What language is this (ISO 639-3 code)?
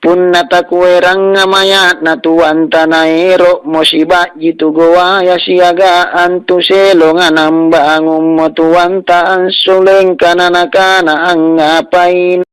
mak